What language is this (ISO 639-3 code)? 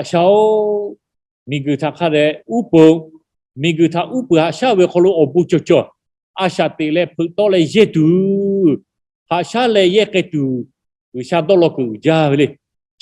lhu